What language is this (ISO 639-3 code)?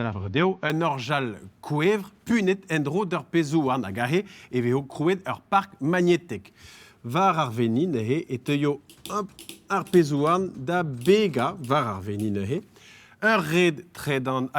bre